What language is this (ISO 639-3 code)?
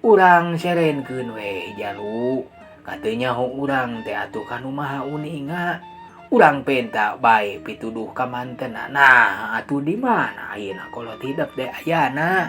sun